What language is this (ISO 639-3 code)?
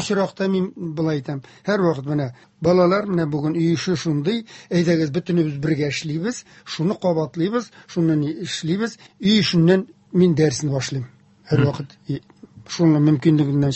tat